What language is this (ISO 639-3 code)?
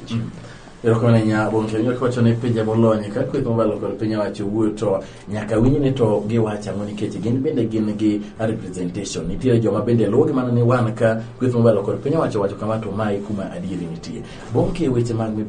luo